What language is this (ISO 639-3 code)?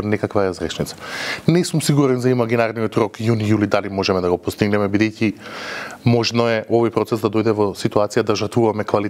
mkd